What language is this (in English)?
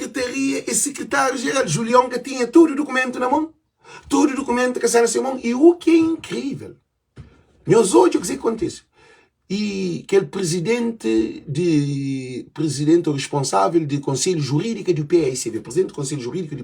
Kabuverdianu